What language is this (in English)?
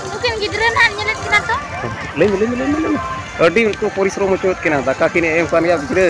Santali